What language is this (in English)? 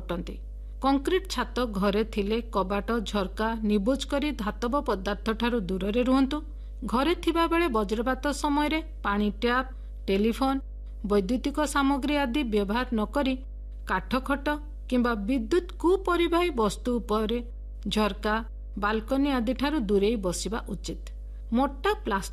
Odia